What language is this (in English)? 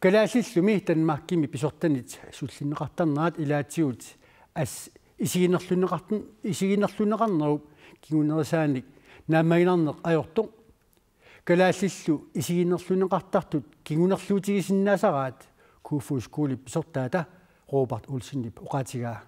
Kalaallisut